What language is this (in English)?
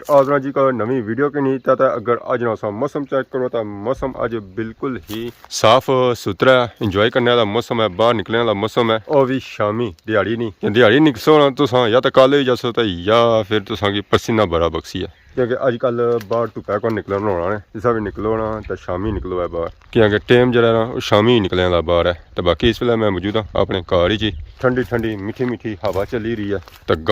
Pahari-Potwari